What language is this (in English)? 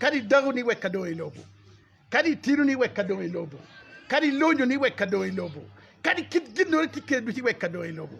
Acoli